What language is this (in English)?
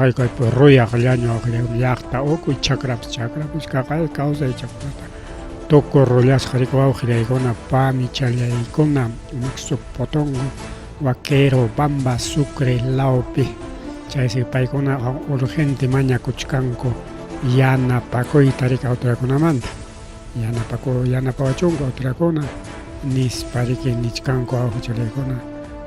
Ayacucho Quechua